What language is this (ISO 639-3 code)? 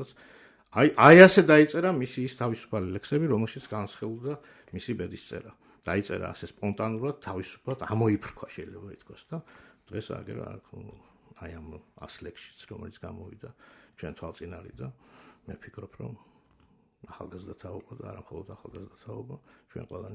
kat